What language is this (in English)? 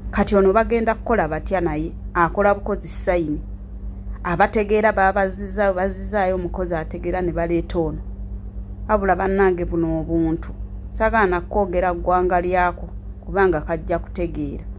Ganda